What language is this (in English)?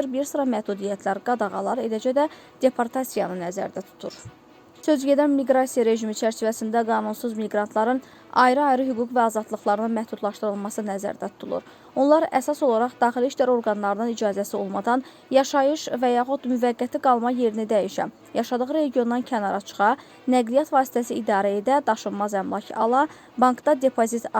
Azerbaijani